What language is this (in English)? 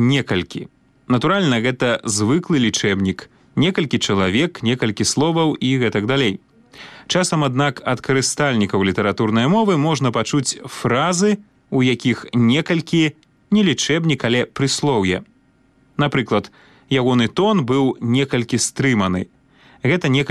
Belarusian